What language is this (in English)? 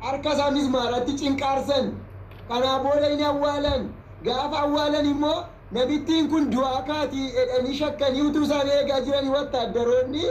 Oromo